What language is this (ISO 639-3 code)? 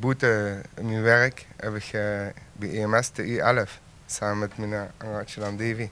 lim